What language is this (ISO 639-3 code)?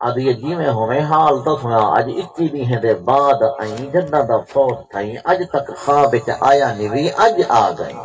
skr